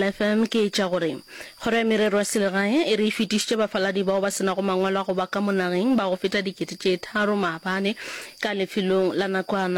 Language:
Northern Sotho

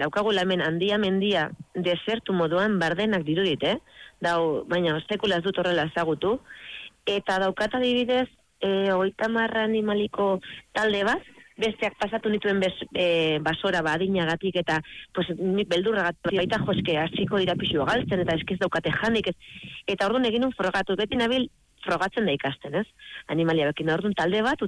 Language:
Basque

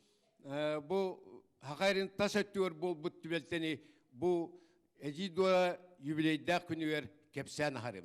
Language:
Yakut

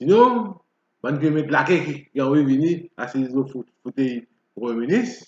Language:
Morisyen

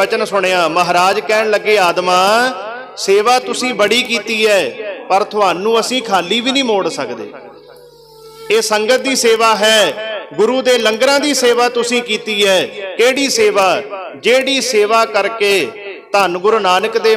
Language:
Punjabi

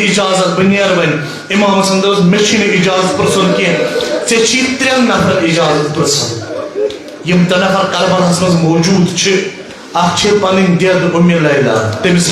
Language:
Kashmiri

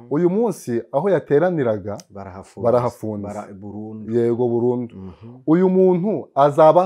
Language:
Kinyarwanda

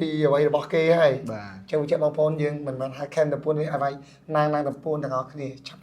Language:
Khmer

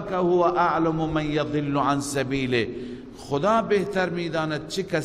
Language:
Persian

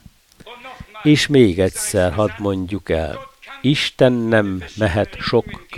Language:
Hungarian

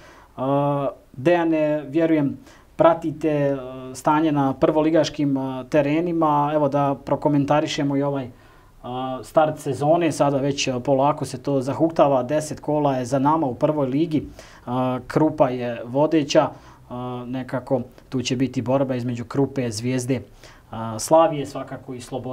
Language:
Bosnian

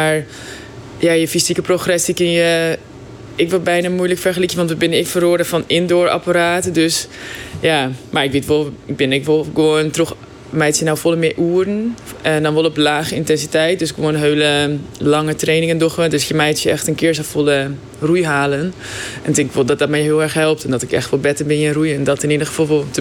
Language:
Western Frisian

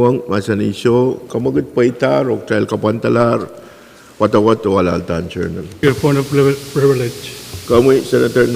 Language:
Pohnpeian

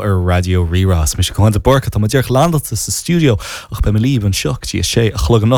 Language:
Irish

